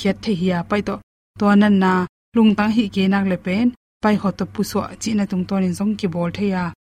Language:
Tedim Chin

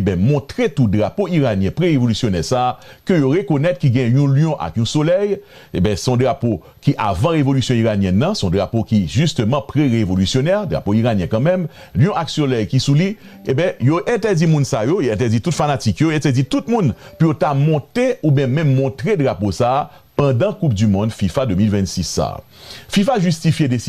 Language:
Haitian Creole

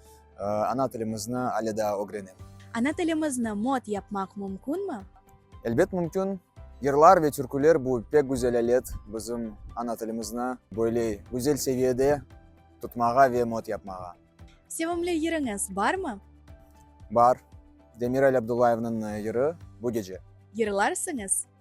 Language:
Crimean Tatar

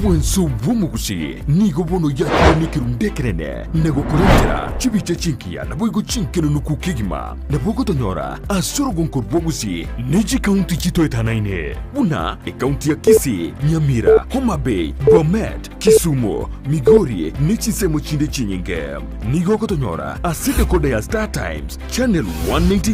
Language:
Gusii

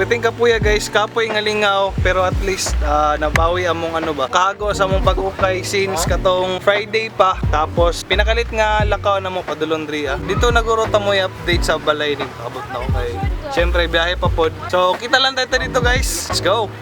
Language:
Cebuano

